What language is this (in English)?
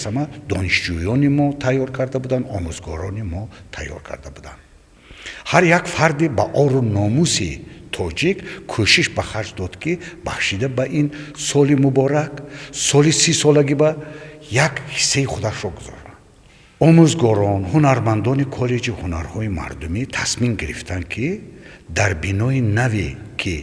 Tajik